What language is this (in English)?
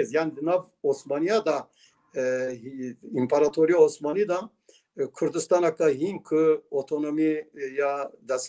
Kurdish